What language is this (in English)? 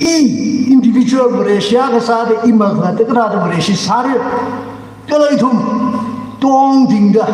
Tangkhul Naga (India)